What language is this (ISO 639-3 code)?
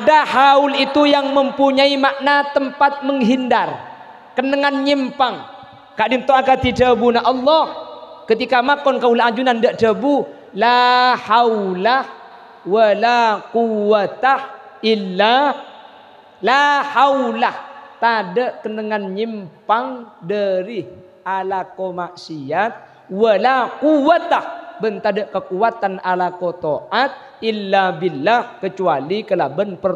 mad